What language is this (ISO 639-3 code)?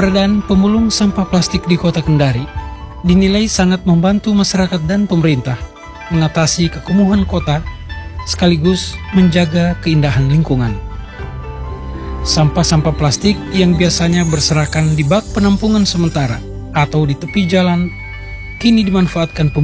ind